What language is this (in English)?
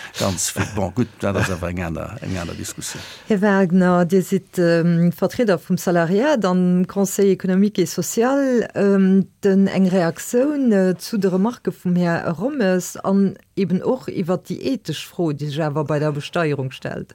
Luxembourgish